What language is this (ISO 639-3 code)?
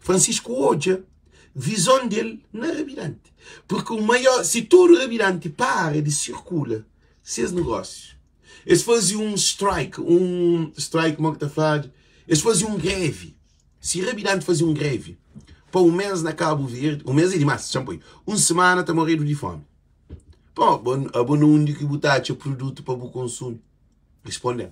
kea